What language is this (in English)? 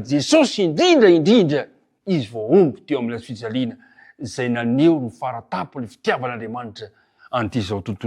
Malagasy